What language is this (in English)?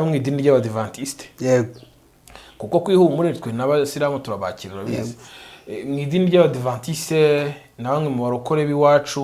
Kinyarwanda